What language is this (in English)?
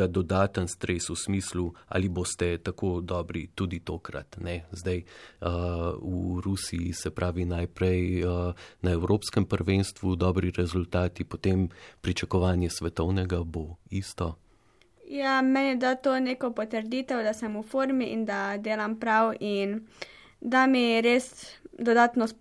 Slovenian